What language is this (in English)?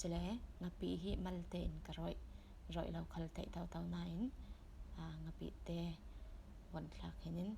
Falam Chin